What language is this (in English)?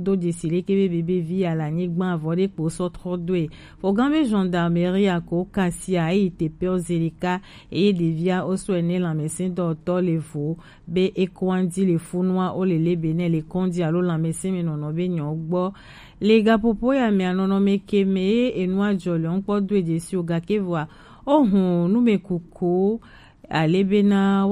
Gen